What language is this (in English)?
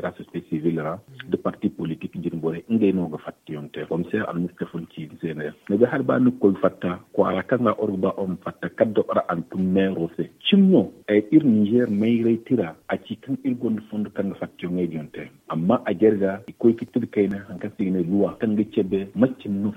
Zarma